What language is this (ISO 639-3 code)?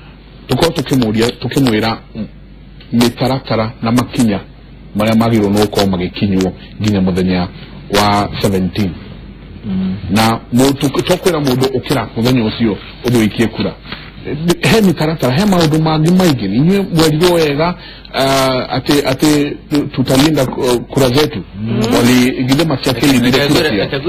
kik